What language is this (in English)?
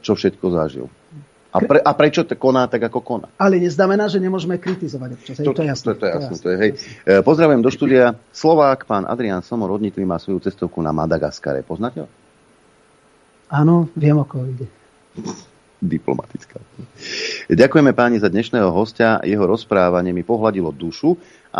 Slovak